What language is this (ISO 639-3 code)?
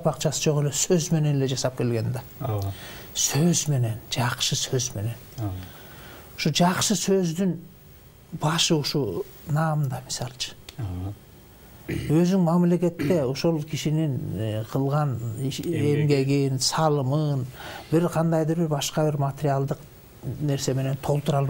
kir